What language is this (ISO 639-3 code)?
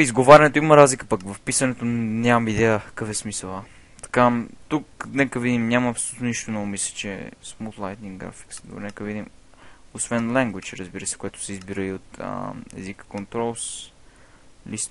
bul